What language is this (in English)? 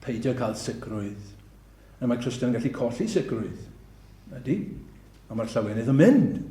Welsh